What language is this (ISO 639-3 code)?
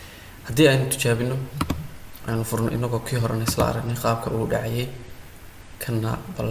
som